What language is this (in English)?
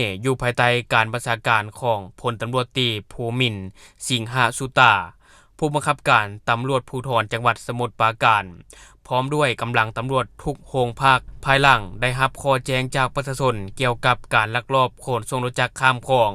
Lao